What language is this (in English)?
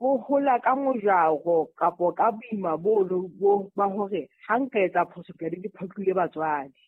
Southern Sotho